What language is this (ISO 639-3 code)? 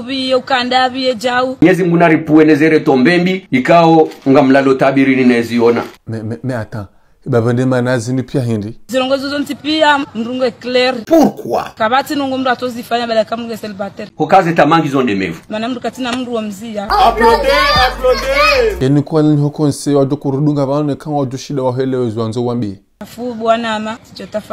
zdj